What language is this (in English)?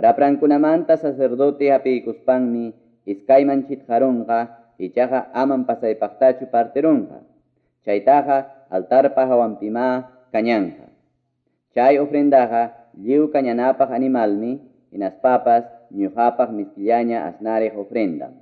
Quechua